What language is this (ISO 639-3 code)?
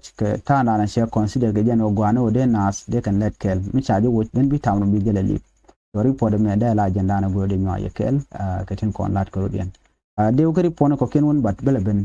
nus